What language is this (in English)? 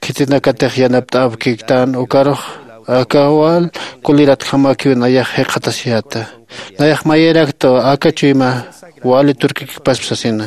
Aymara